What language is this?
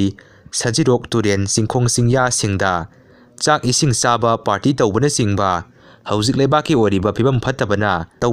Manipuri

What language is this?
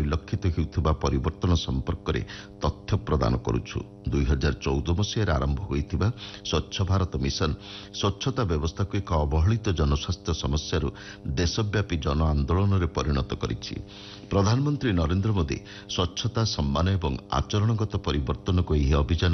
Odia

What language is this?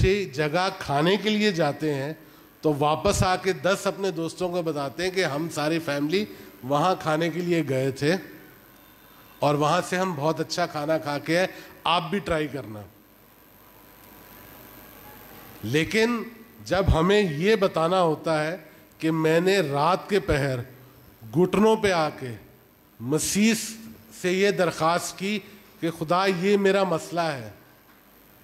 Urdu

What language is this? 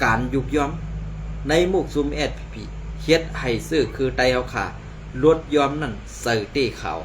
Shan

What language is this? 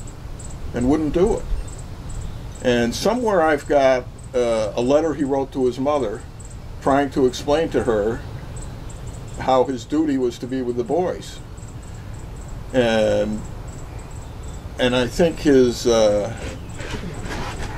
English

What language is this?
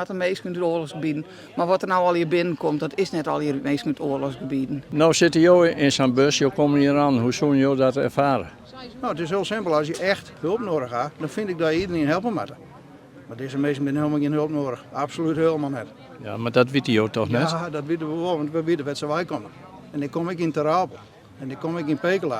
Western Frisian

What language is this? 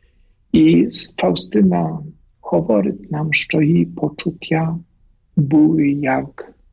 Ukrainian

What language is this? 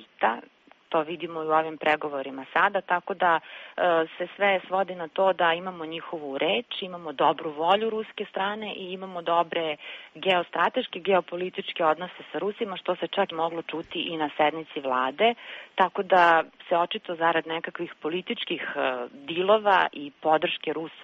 Serbian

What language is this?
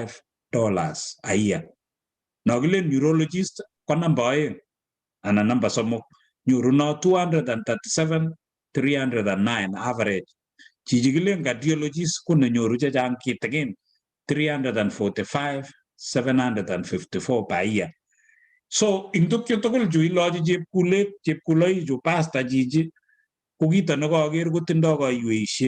Kalenjin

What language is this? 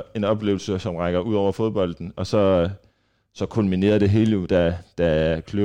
Danish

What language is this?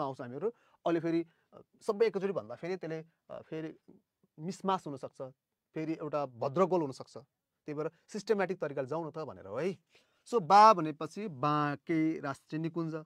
Nepali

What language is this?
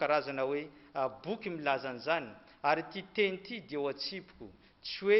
Malagasy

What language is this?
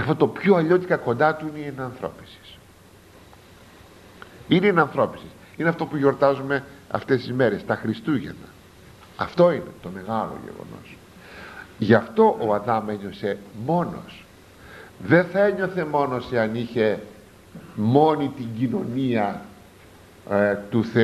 Greek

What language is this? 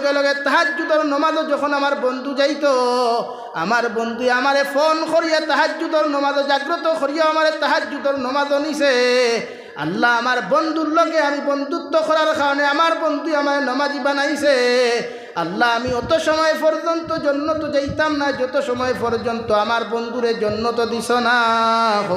Sylheti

